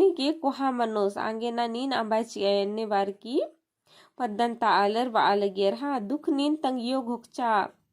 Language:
Kurukh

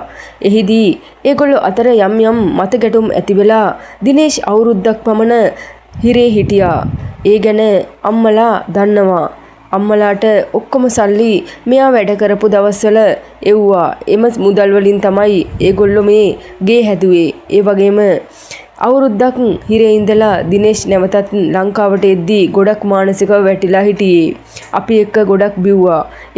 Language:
Sinhala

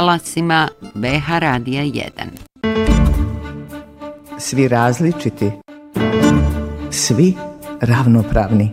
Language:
Bosnian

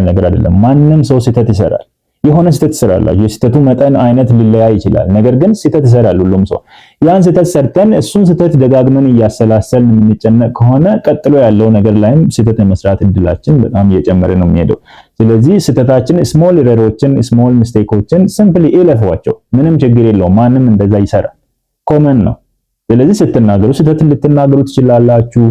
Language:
Amharic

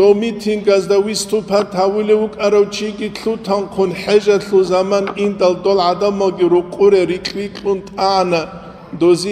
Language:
Avaric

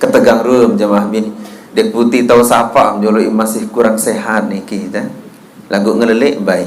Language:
Sasak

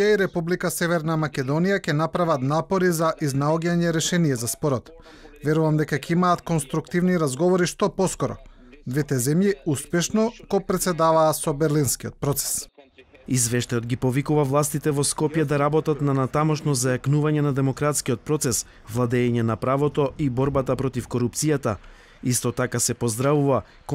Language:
Macedonian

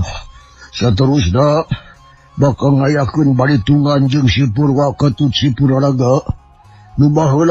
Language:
Sundanese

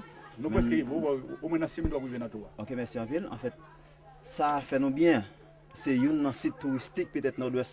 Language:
Haitian Creole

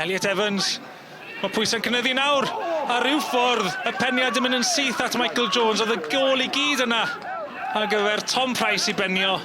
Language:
Welsh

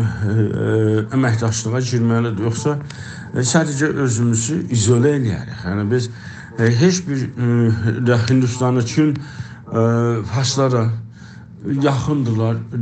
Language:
South Azerbaijani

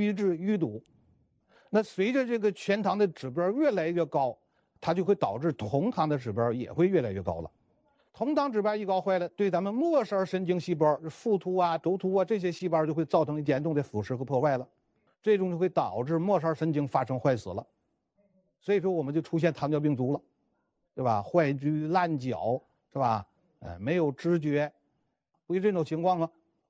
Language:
Chinese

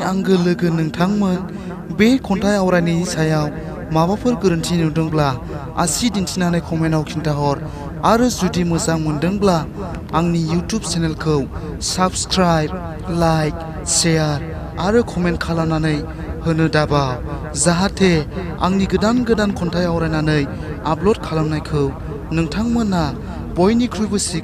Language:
Bodo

